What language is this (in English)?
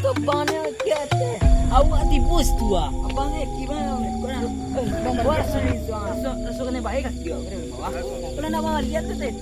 Minangkabau